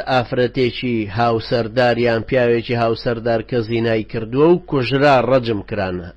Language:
Central Kurdish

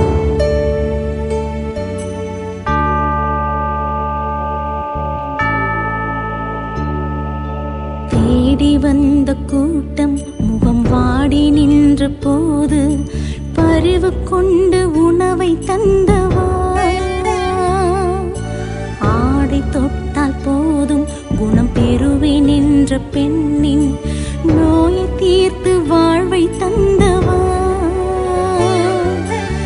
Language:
Tamil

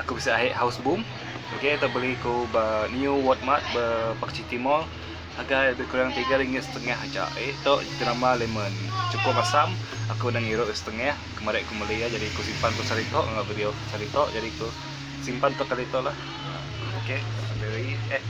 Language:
Iban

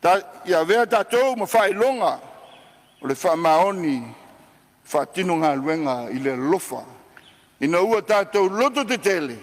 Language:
Samoan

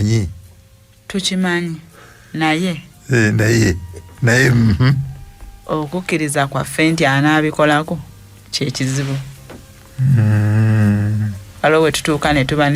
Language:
Ganda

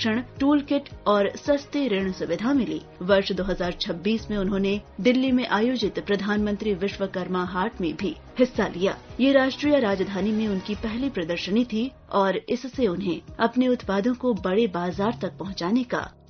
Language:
Hindi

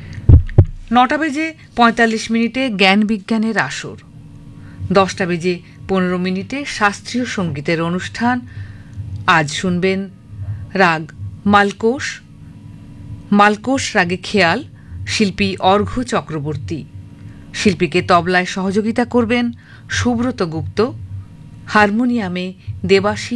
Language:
Bangla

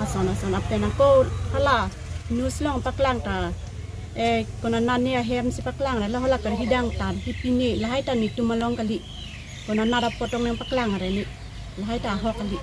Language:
Karbi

